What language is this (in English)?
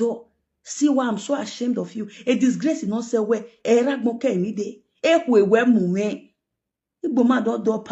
Nigerian Pidgin